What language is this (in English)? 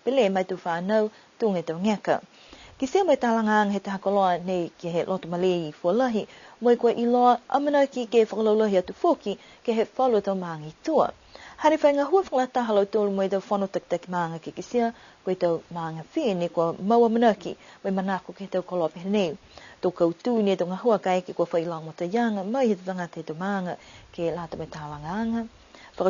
Niuean